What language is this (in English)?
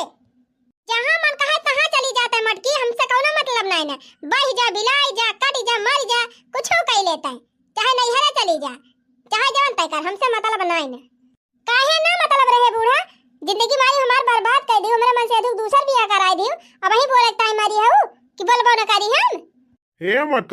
Awadhi